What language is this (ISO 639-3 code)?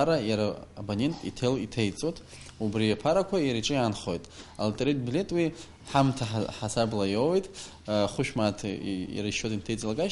abk